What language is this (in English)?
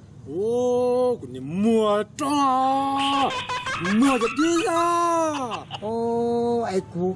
Hmong